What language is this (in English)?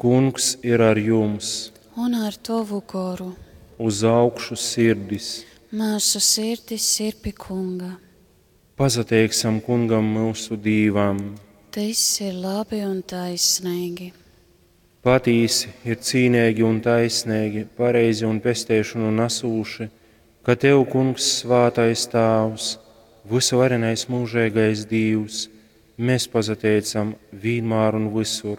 Latgalian